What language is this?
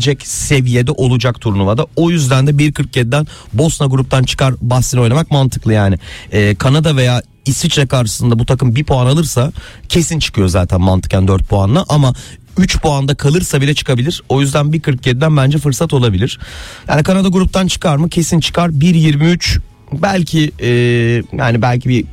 Turkish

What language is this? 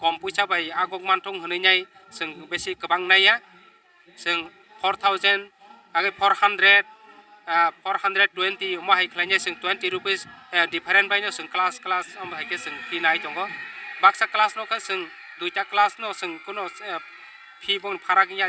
Kok Borok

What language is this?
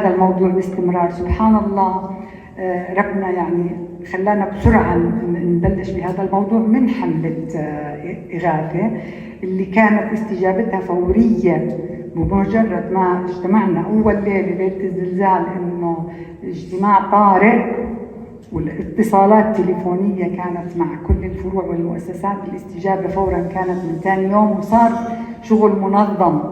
North Levantine Arabic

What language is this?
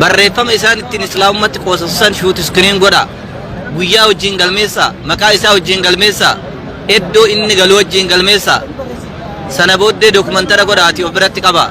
Oromo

